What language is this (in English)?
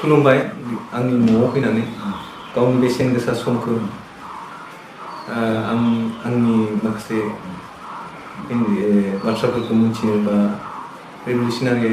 Bodo